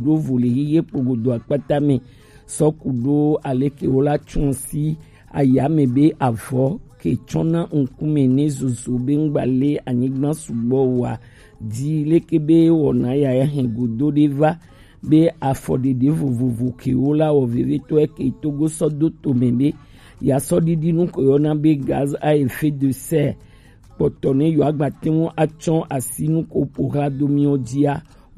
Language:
Gen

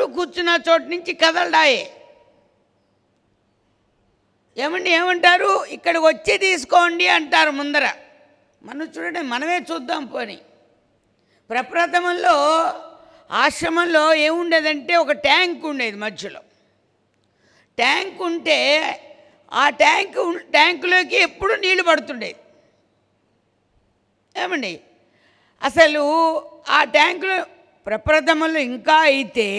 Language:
Telugu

